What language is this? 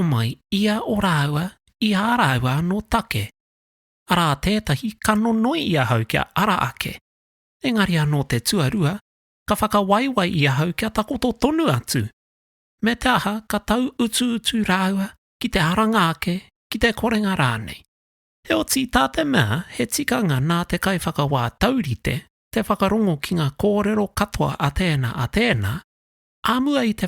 Māori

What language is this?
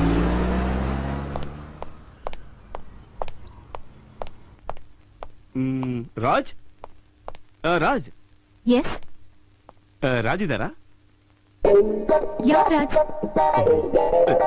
Kannada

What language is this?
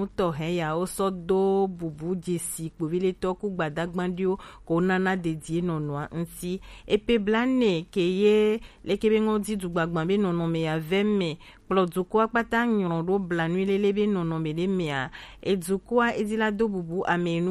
Gen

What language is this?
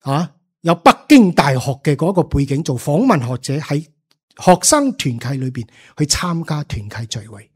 Cantonese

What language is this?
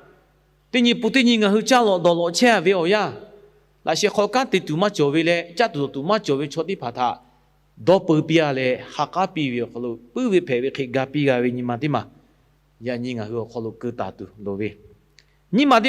Lahu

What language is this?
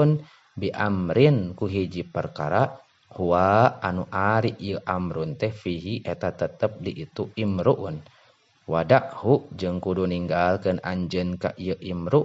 Sundanese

